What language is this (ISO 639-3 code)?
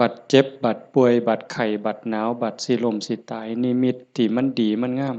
tts